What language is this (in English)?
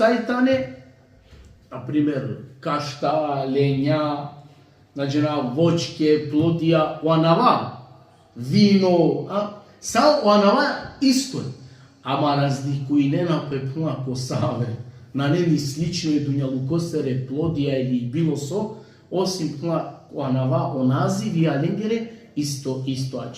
Balkan Romani